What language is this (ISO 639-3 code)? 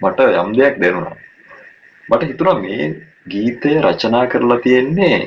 sin